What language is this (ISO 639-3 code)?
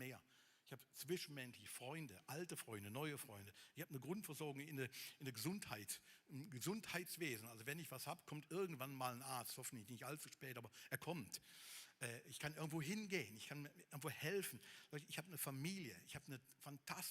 gsw